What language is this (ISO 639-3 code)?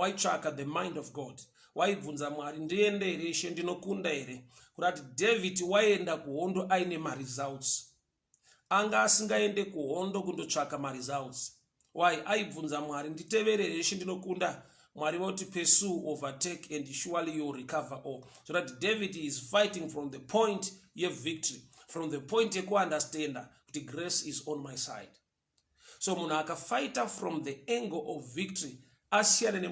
sna